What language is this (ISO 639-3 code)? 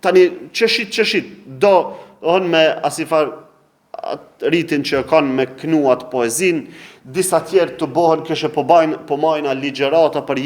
sqi